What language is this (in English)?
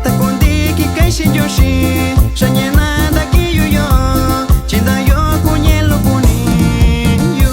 Metlatónoc Mixtec